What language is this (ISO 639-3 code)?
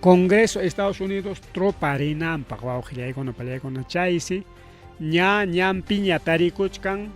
quy